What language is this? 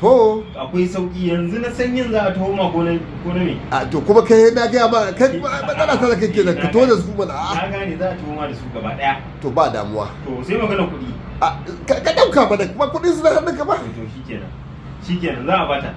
Hausa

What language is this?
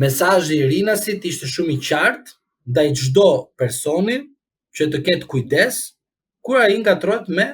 Albanian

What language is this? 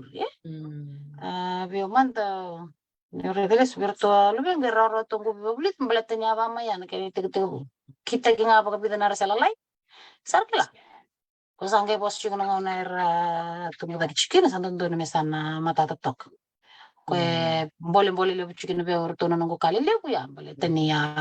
Fijian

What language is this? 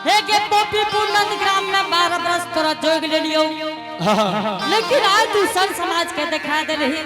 Angika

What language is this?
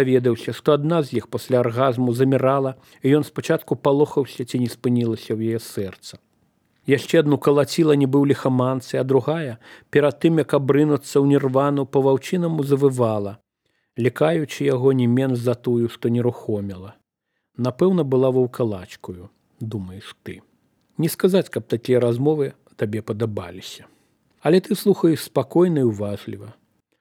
Belarusian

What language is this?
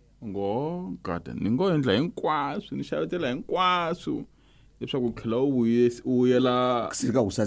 Tsonga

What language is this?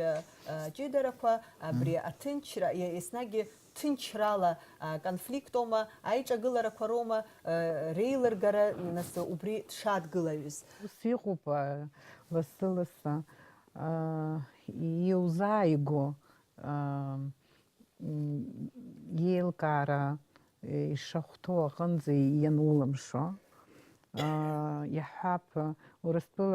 Abkhazian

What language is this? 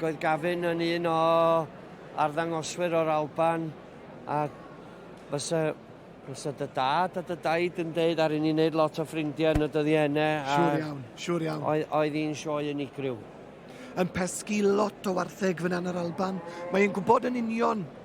Welsh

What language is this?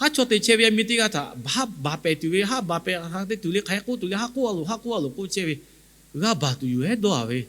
Lahu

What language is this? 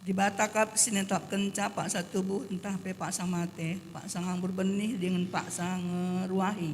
Batak Karo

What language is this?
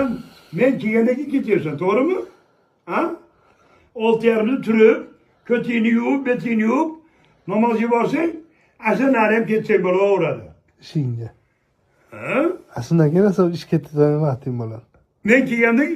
Uzbek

